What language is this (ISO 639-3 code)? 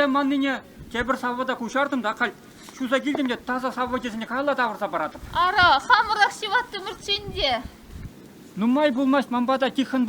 chv